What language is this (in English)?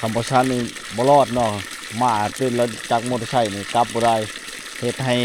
Lao